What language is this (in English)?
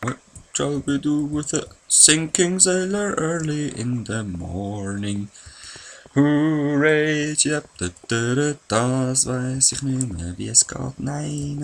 Swiss German